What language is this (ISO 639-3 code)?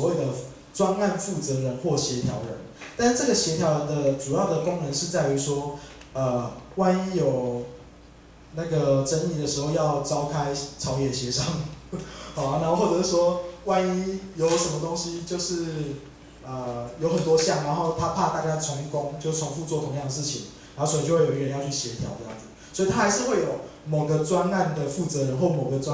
zho